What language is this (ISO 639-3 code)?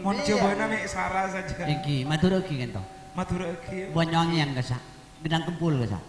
mad